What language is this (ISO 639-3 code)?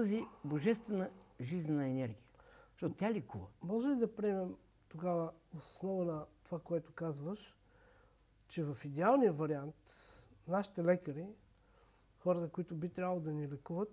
bul